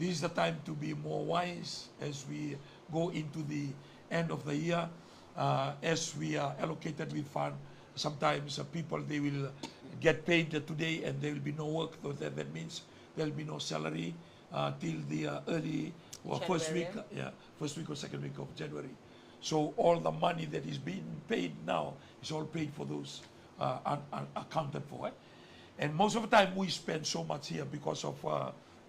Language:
Fijian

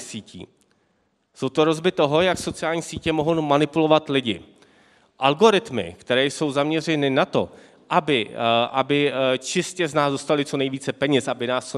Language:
Czech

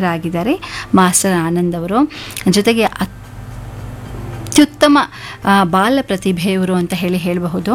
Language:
Kannada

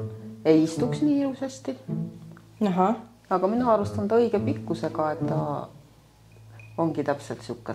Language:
Estonian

